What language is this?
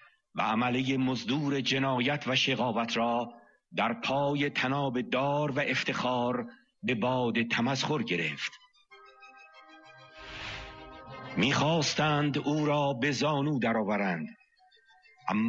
Persian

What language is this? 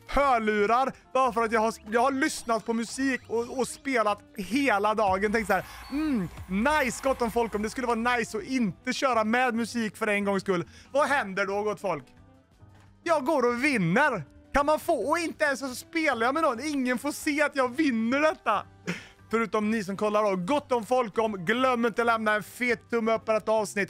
Swedish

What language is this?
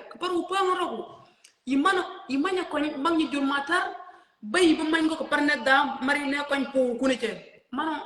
Nuer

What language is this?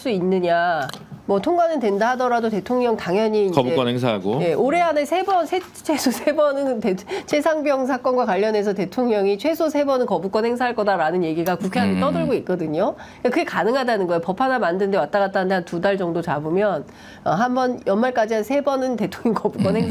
Korean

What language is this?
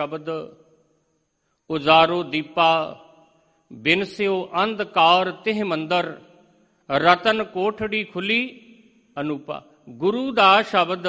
Punjabi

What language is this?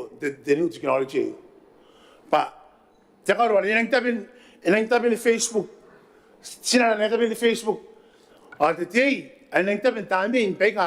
Gilbertese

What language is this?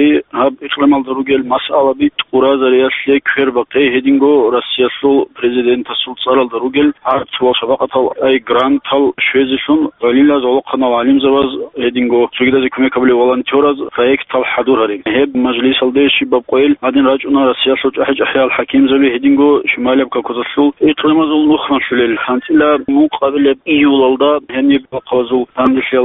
Avaric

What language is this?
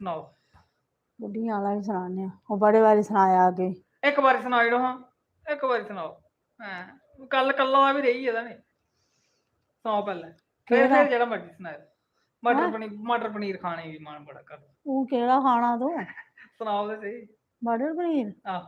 Dogri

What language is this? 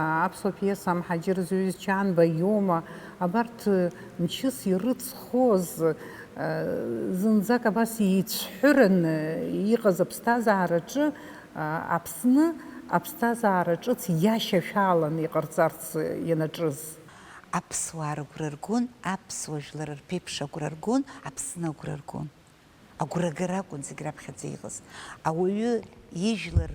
Abkhazian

